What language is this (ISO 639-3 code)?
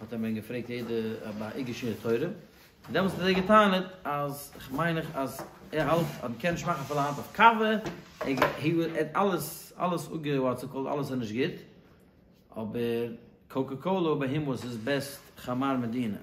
yid